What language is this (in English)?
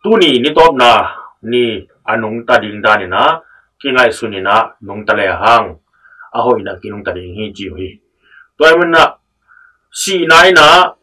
Tedim Chin